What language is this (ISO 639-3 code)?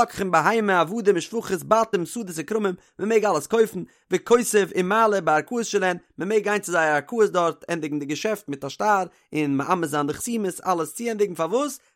yid